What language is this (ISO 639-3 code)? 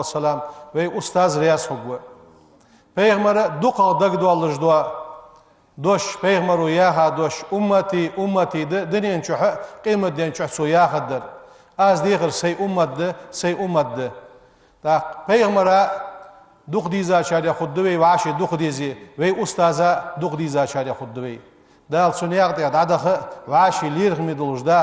inh